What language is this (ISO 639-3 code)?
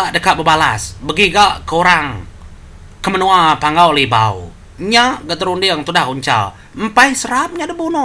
iba